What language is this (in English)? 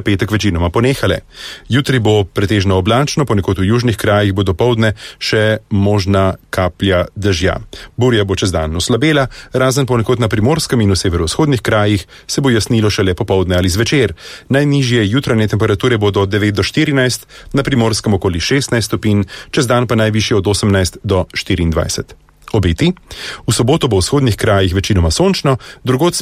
Slovenian